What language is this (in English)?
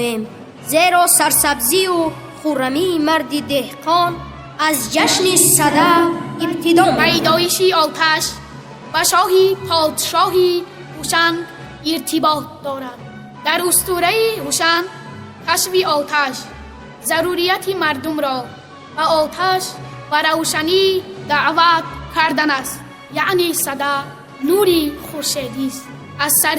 Tajik